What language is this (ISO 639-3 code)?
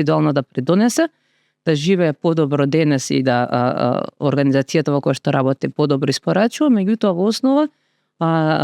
mkd